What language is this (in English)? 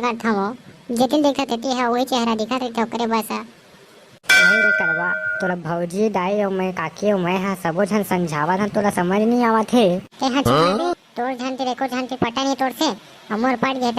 Chhattisgarhi